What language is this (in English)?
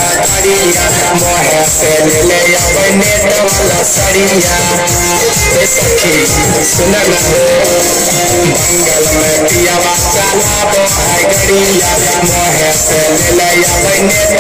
Bhojpuri